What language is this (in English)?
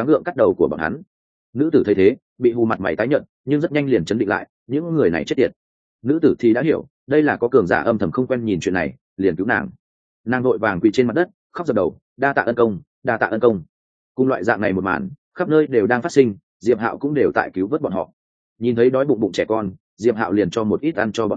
Vietnamese